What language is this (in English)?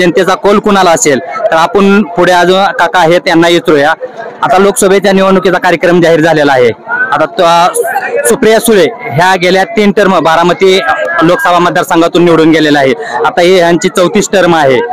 Marathi